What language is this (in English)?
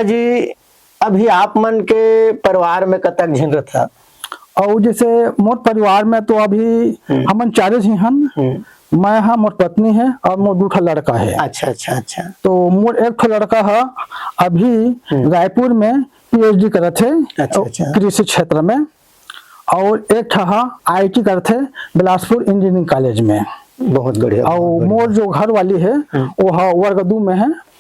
Chhattisgarhi